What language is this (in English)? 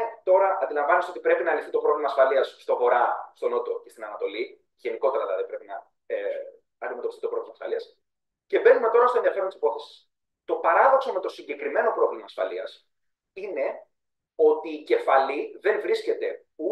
Greek